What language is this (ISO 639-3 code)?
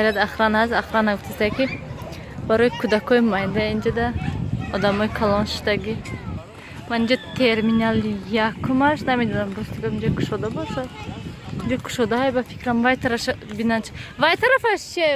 tgk